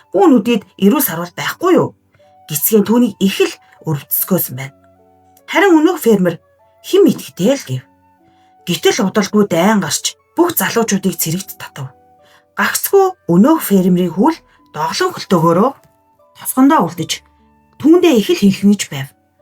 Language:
Mongolian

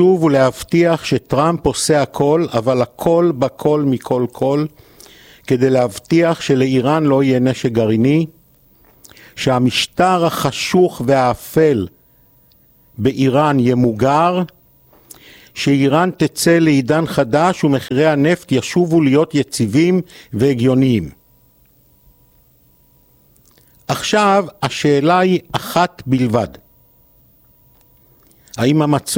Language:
Hebrew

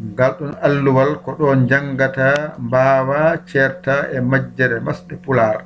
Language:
Fula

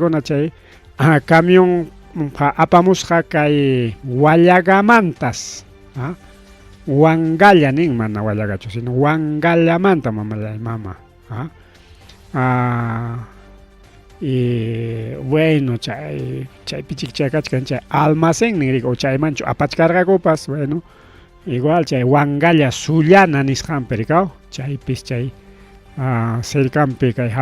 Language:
Ayacucho Quechua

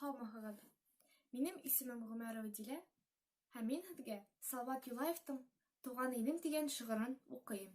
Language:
Bashkir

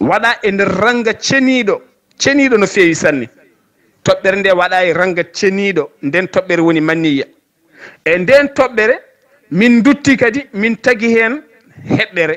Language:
Fula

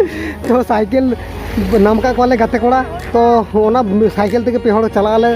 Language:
Santali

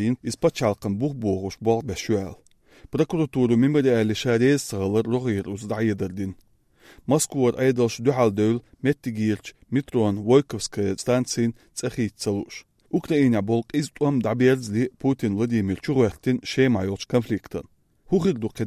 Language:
Chechen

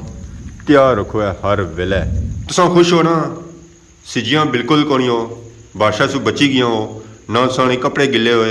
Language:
Pahari-Potwari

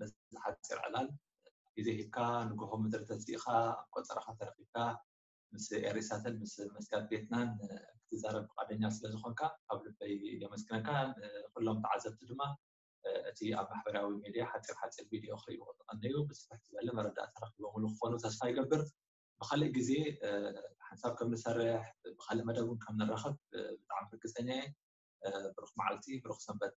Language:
Tigrinya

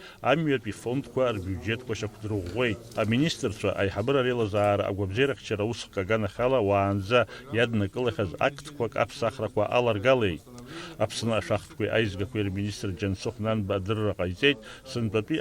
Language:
Abkhazian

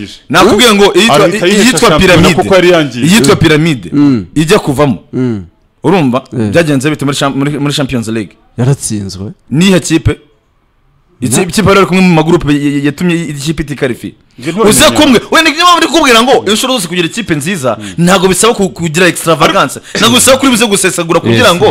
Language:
Kinyarwanda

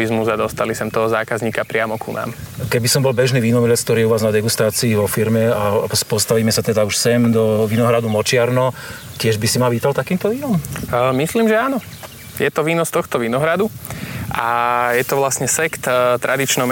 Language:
Slovak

